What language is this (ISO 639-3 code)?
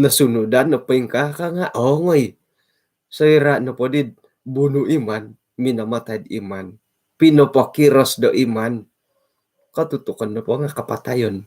dtp